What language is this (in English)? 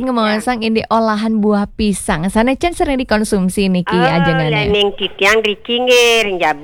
Balinese